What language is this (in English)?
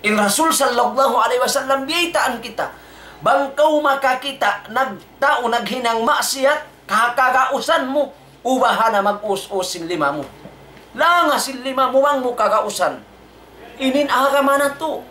Tausug